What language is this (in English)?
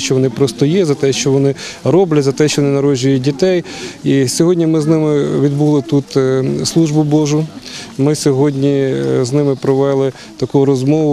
Ukrainian